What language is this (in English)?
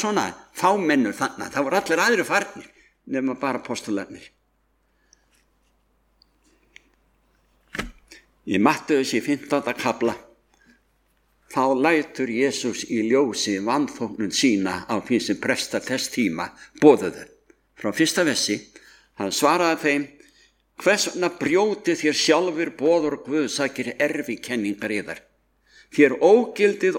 Icelandic